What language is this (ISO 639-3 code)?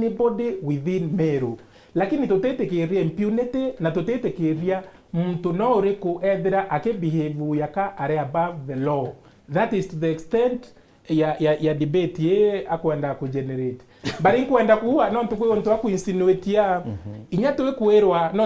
mer